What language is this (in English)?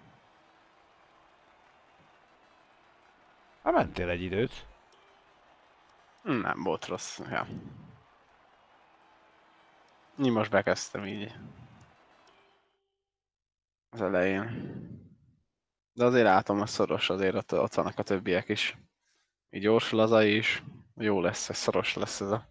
Hungarian